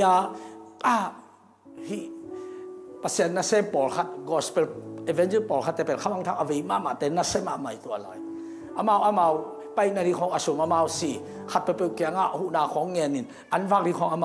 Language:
Tedim Chin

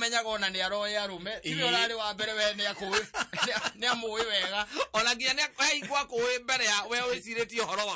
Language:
Kikuyu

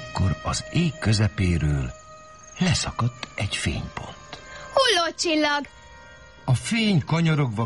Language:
Hungarian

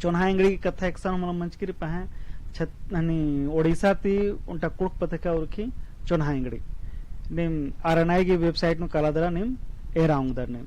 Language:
Kurukh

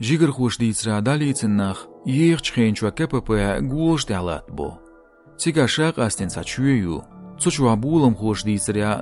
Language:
Chechen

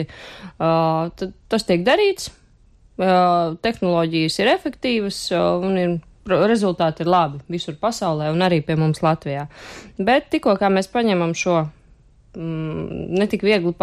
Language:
Latvian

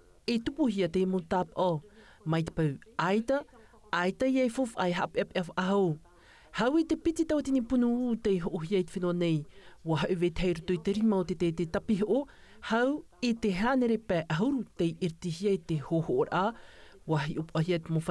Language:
Tahitian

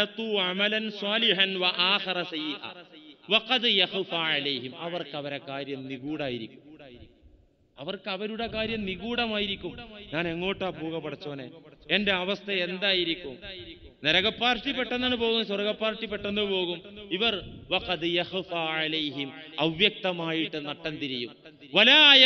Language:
Malayalam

